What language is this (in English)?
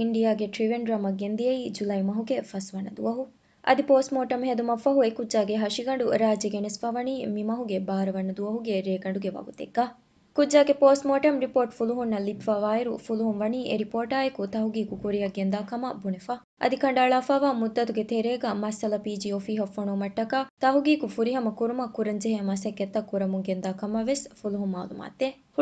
Divehi